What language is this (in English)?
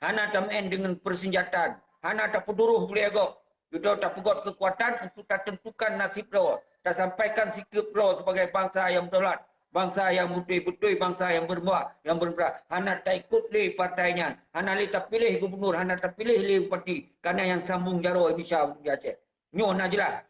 Achinese